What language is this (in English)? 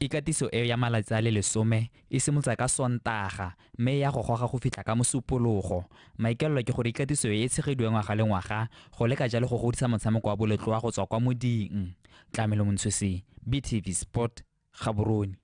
Tswana